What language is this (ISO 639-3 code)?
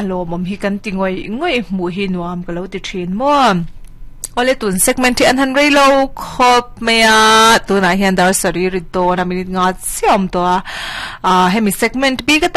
lus